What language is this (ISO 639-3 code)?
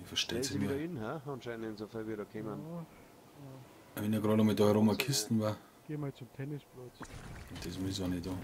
bar